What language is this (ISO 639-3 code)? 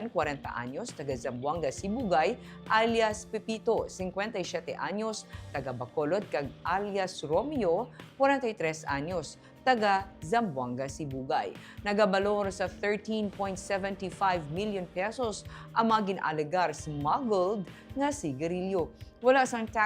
hil